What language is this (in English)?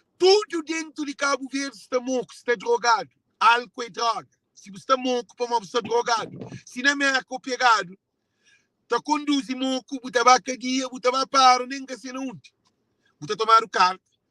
Kabuverdianu